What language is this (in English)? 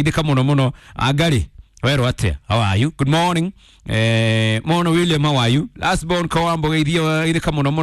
Kikuyu